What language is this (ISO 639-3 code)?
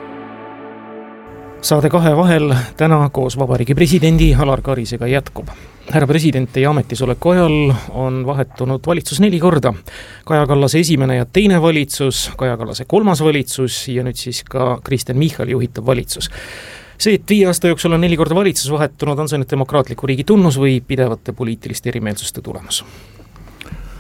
est